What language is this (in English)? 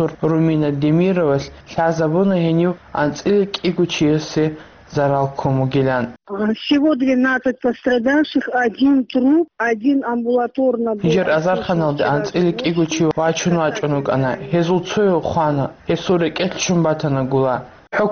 Avaric